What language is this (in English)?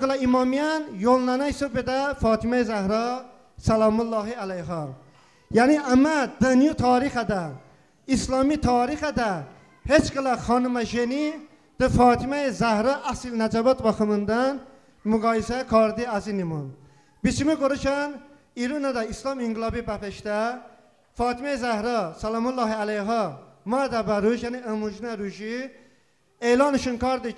Talysh